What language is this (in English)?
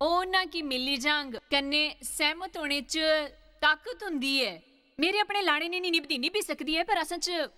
Dogri